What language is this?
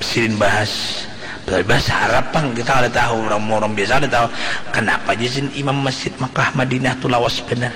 Banjar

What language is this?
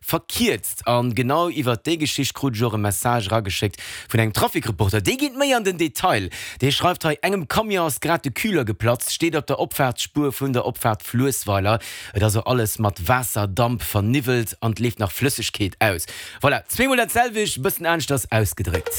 Luxembourgish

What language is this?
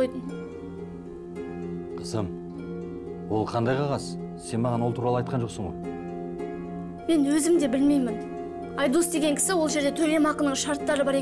Kazakh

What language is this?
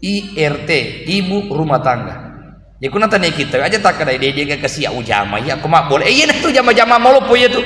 Buginese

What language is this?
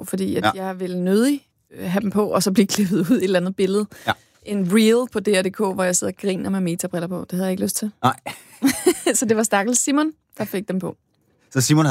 Danish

